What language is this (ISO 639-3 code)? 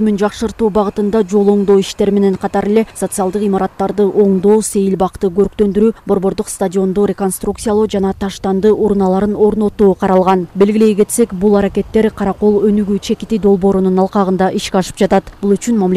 kir